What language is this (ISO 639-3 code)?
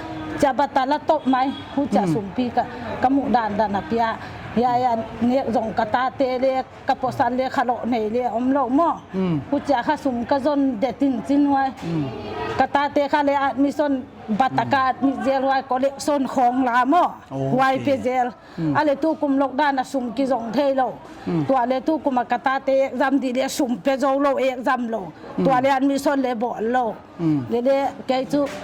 pck